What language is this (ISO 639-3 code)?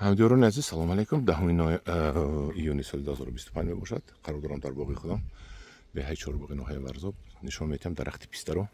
tgk